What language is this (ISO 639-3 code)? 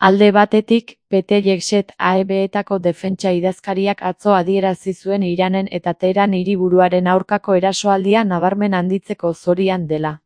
eus